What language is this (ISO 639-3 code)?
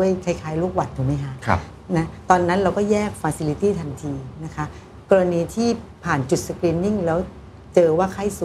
tha